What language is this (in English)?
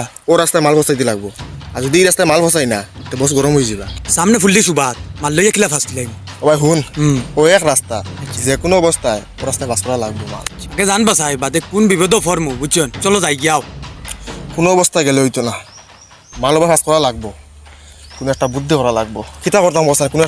Sylheti